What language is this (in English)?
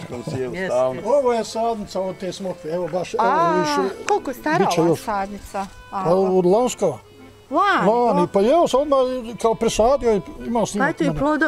Bosnian